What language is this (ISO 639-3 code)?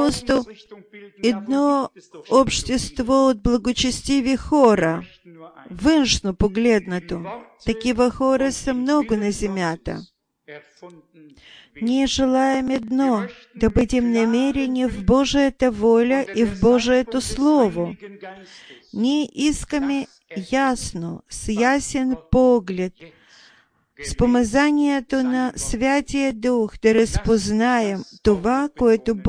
bul